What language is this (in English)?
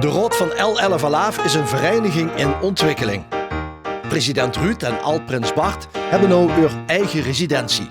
Limburgish